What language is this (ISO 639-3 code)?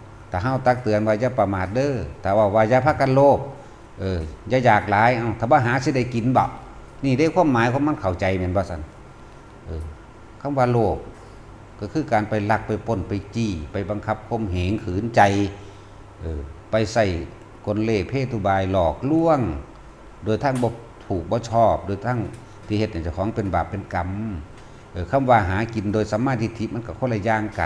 tts